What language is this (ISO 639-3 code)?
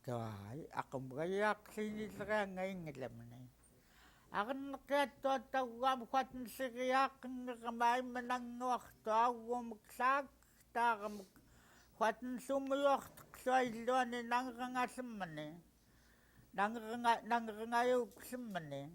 esu